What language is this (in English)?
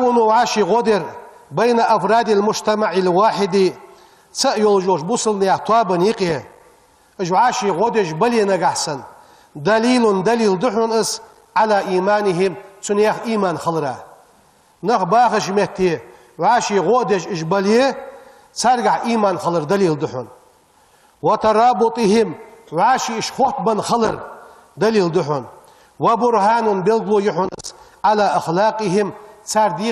Ingush